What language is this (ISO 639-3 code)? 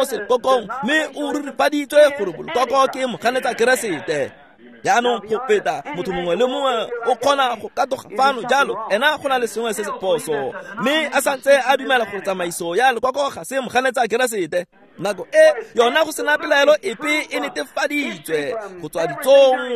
tsn